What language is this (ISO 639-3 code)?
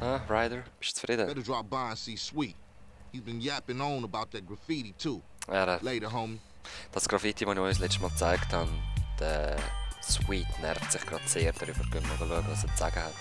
gsw